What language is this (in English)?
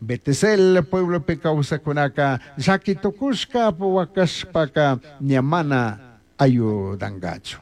Chimborazo Highland Quichua